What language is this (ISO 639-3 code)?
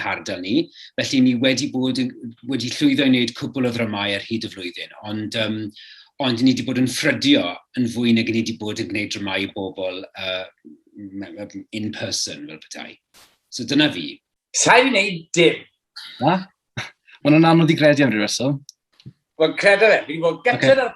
cym